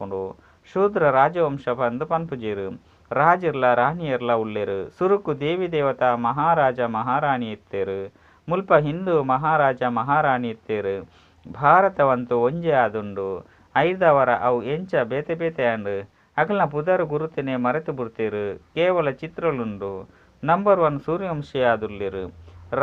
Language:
Tulu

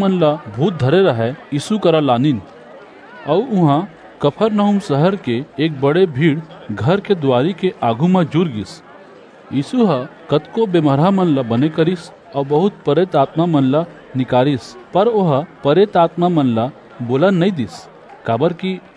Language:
Chhattisgarhi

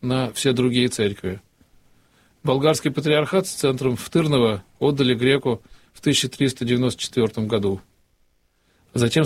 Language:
Russian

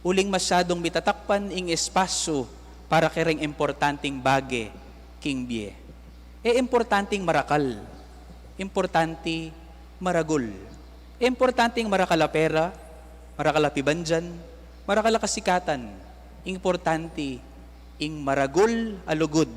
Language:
Pampanga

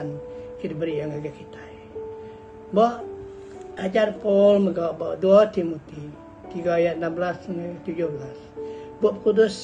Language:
Iban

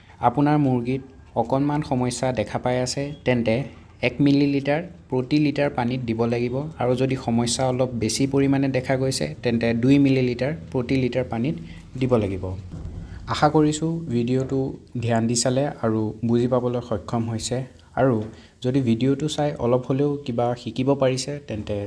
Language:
Assamese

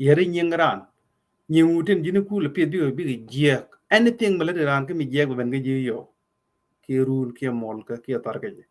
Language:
Nuer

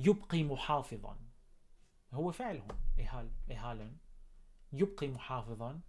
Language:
North Levantine Arabic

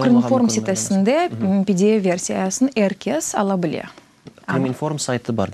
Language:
Crimean Tatar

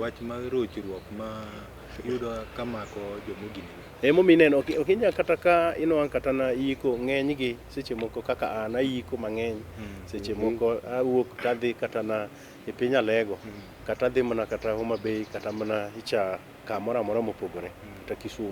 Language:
Luo (Kenya and Tanzania)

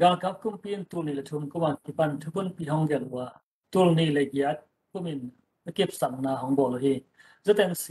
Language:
Tedim Chin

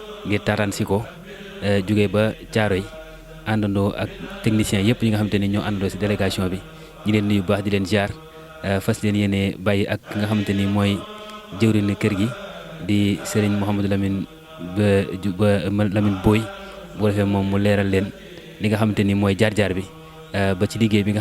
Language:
Wolof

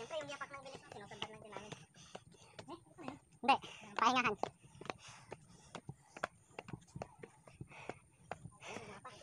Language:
Filipino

